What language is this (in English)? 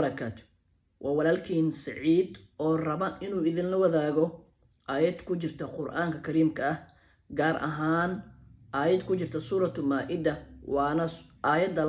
Somali